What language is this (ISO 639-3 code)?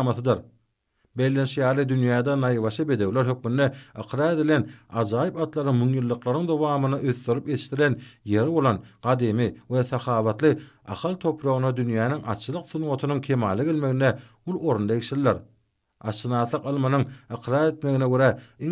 tuk